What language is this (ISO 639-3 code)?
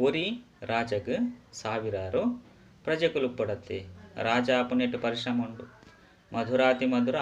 tcy